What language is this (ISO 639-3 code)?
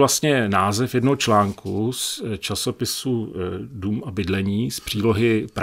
ces